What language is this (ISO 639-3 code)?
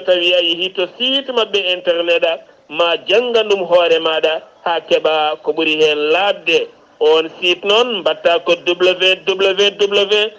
ful